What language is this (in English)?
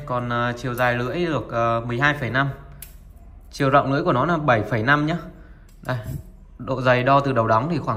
Vietnamese